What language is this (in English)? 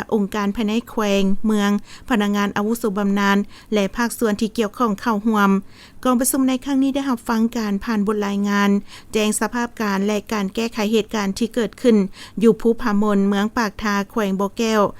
Lao